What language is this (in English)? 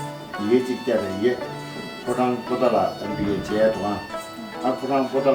Tibetan